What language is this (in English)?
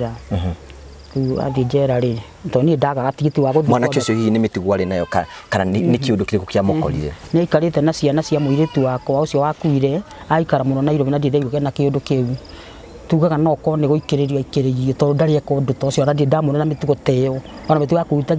Kikuyu